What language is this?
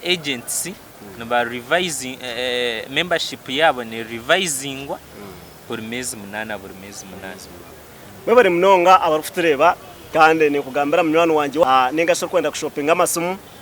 Nyankole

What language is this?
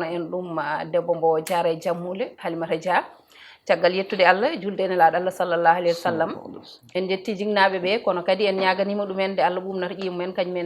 Fula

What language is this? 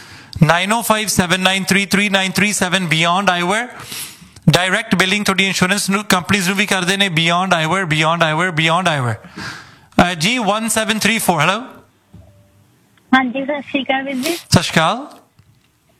Punjabi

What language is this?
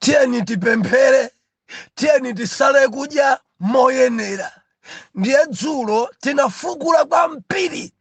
Nyanja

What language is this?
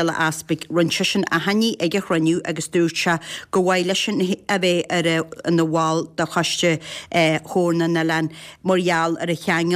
Irish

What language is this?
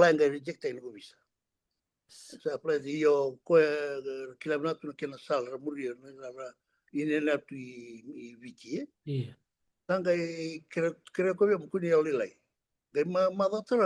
Fijian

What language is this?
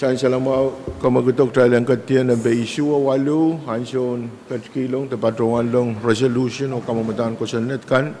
Pohnpeian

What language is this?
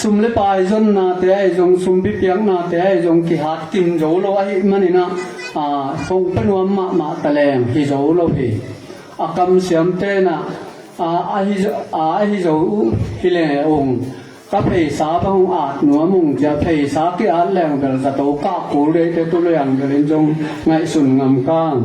Tedim Chin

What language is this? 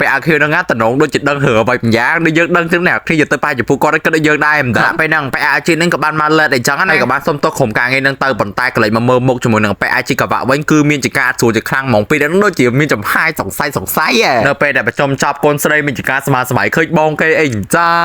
Khmer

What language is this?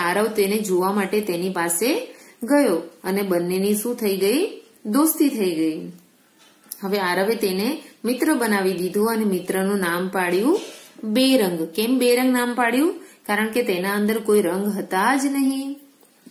Gujarati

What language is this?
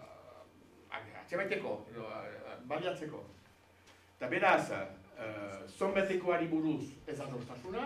Basque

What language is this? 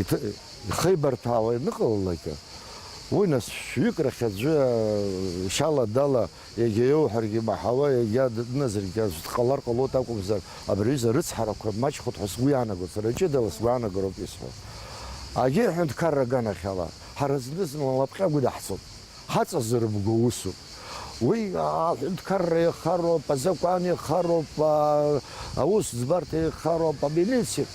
Abkhazian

